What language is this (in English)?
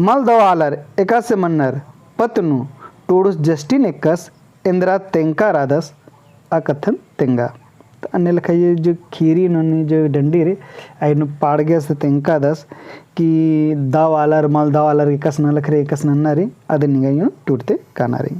Kurukh